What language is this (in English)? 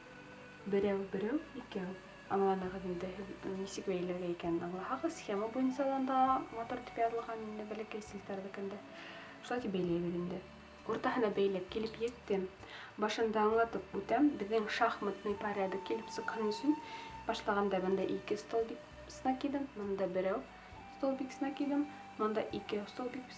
Bashkir